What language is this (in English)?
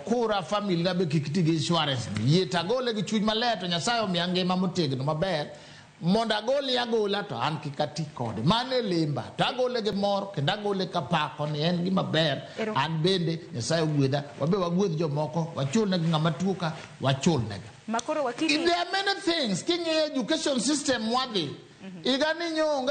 Luo (Kenya and Tanzania)